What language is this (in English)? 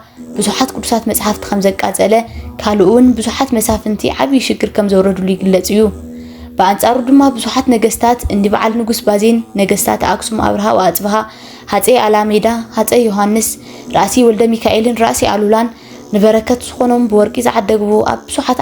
Tigrinya